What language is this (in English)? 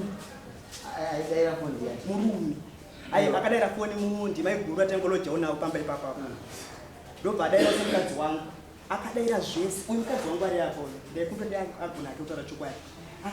Shona